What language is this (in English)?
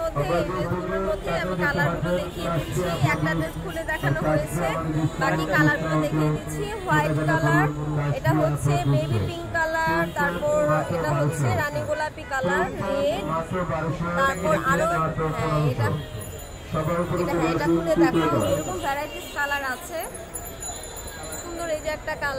Bangla